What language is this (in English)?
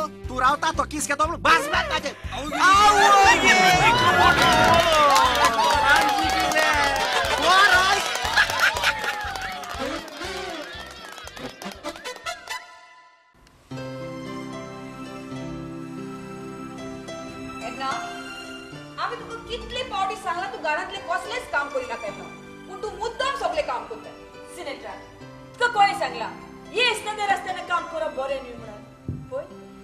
Konkani